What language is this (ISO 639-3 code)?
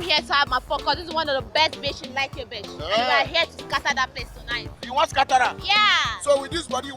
pcm